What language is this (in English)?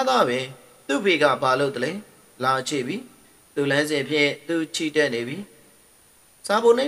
Burmese